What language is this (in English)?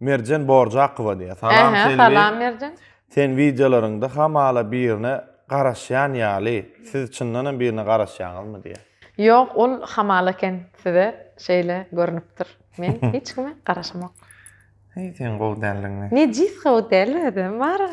Turkmen